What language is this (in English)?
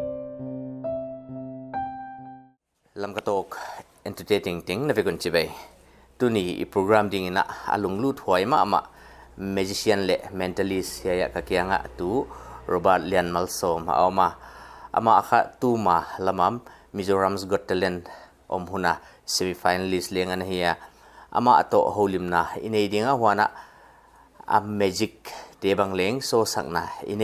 Paite Chin